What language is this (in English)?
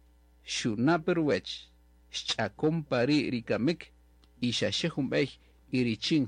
Kaqchikel